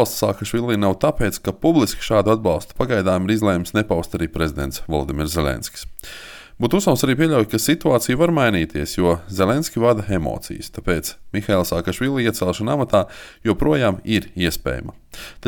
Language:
Latvian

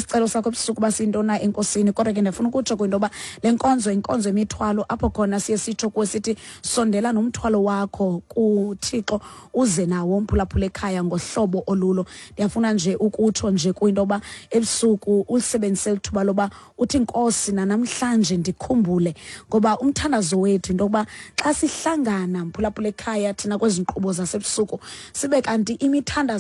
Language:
Xhosa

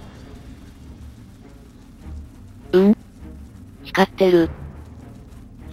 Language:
Japanese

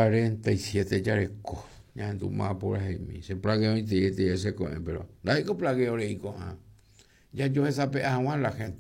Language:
Guarani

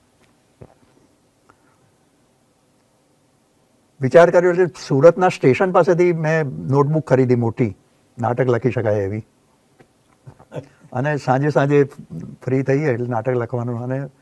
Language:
Gujarati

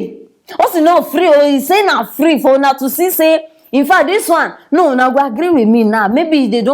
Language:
Nigerian Pidgin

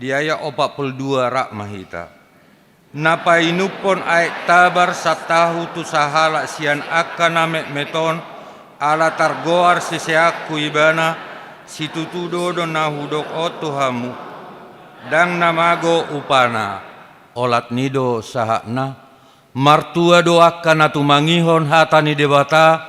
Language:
Batak Toba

